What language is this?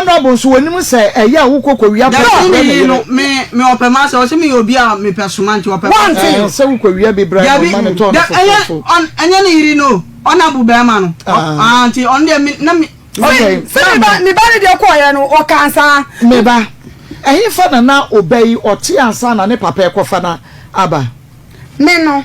Akan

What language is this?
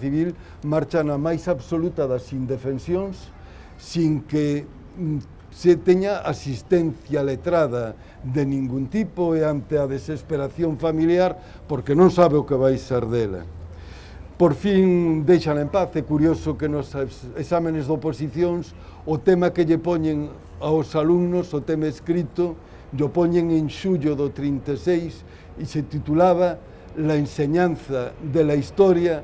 Galician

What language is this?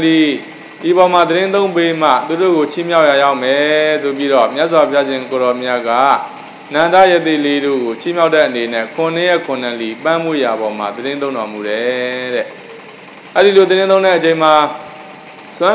Burmese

